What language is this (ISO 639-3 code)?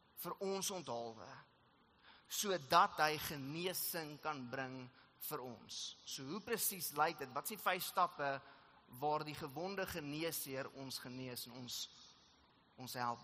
afr